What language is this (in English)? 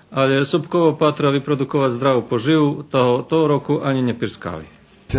Rusyn